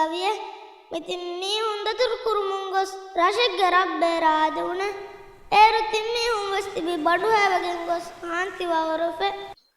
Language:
Divehi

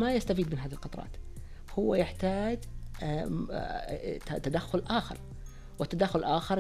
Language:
Najdi Arabic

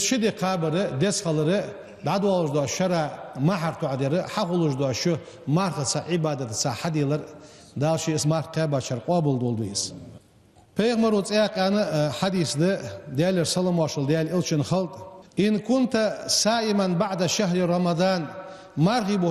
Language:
Ingush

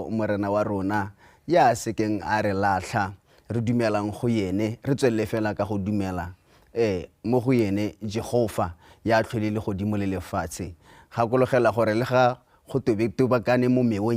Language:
Tswana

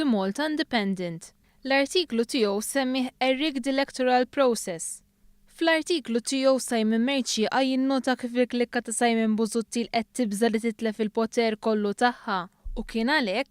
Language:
Maltese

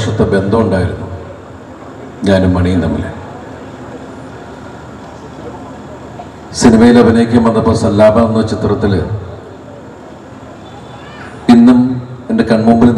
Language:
Malayalam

